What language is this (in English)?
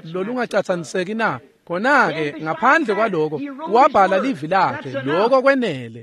Swati